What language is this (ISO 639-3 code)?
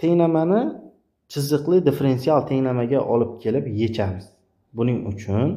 uzb